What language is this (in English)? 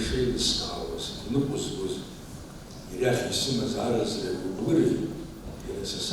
Abkhazian